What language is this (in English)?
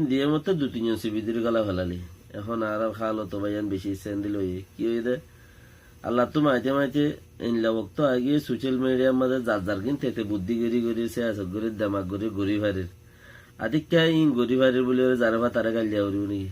Rohingya